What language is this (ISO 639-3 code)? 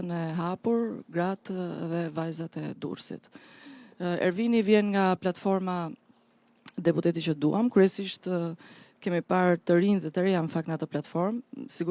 sqi